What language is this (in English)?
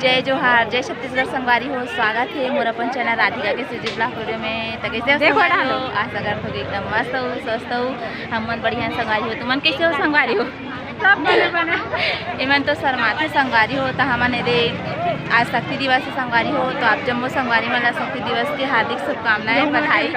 Chhattisgarhi